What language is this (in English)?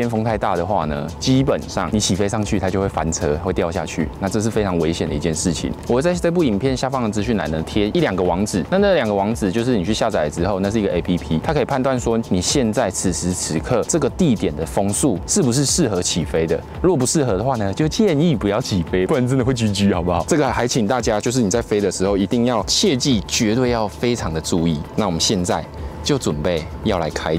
Chinese